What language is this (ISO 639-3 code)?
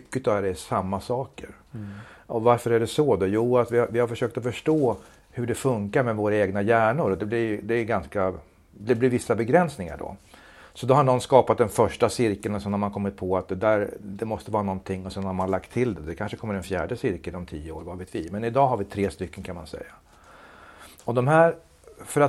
swe